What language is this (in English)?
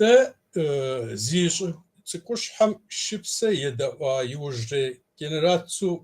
Kabardian